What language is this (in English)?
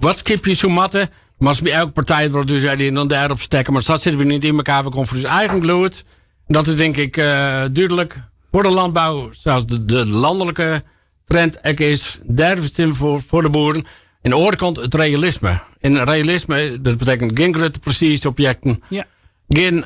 Western Frisian